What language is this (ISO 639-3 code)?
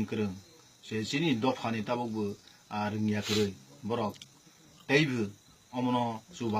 trp